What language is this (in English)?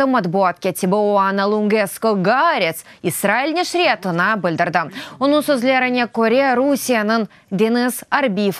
Crimean Tatar